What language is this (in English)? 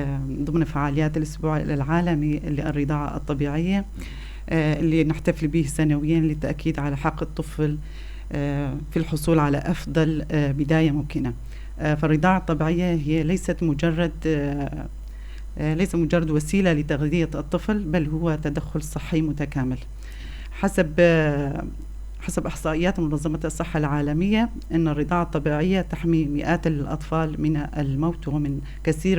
North Levantine Arabic